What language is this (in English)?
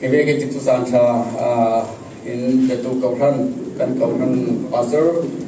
Falam Chin